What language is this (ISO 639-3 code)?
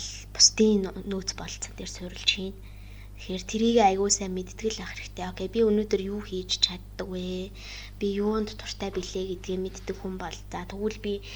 mon